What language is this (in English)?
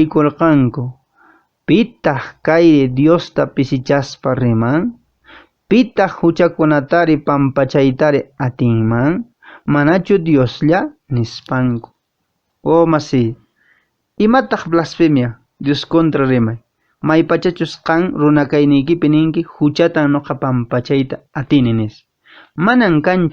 Quechua